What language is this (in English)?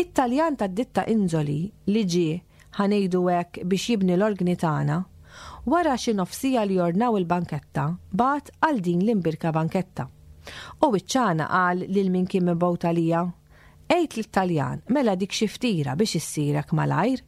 Maltese